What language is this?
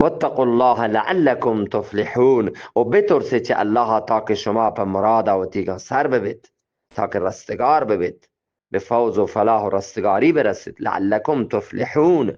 Eastern Balochi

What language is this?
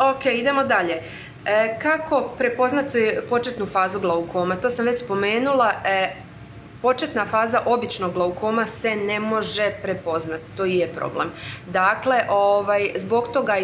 Croatian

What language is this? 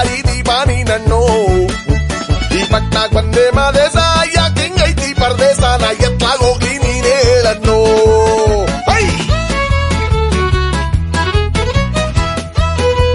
Kannada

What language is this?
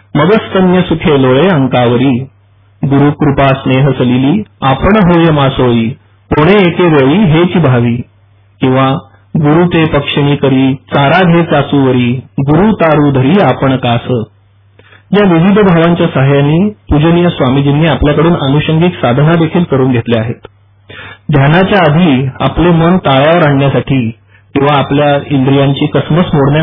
Marathi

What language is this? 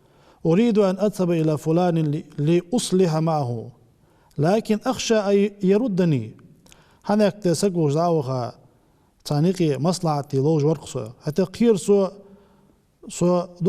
Ingush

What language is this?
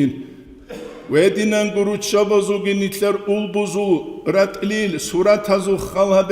Avaric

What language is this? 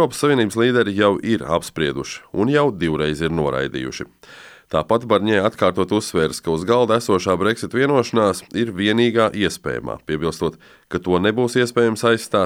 Latvian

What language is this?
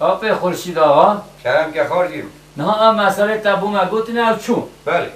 Kurdish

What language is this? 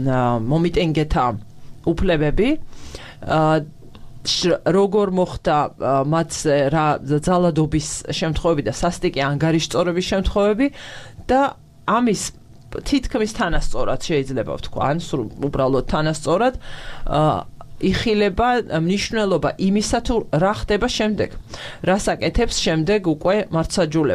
Georgian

